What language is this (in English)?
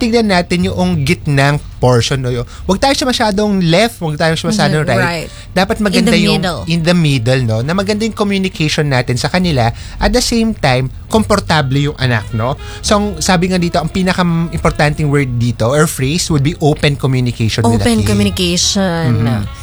Filipino